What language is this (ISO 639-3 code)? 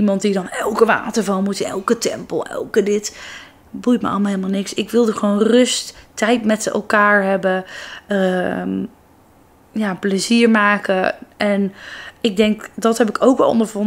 nld